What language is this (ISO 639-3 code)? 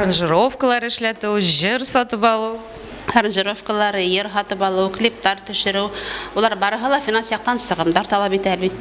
bak